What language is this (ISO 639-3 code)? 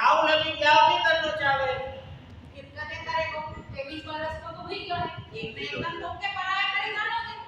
raj